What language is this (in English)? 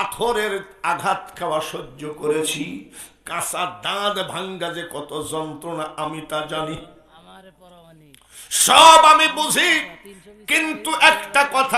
Bangla